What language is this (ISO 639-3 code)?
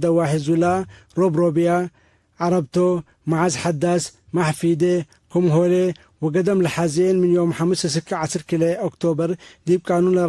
tig